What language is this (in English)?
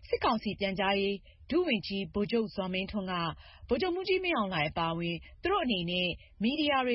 Burmese